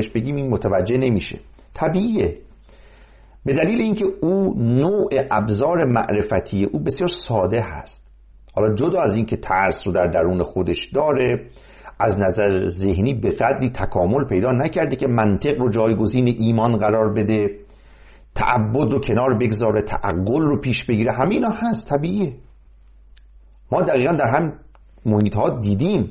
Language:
Persian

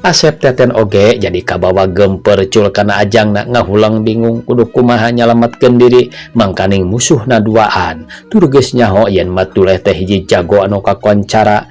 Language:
Sundanese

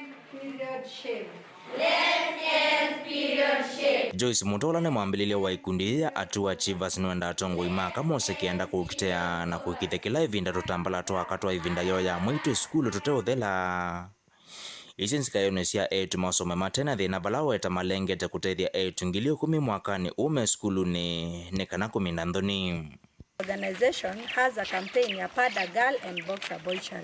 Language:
Kamba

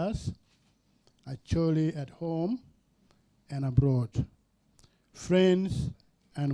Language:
Acoli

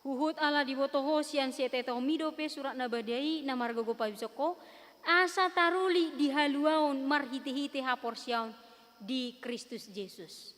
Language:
Batak Toba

